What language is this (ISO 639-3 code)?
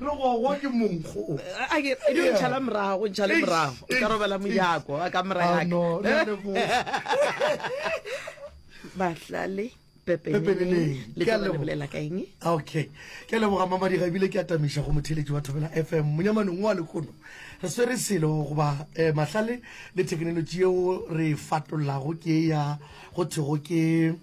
nso